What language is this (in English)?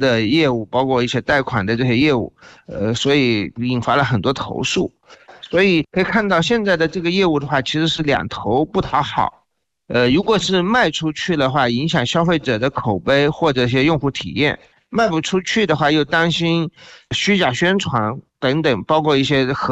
Chinese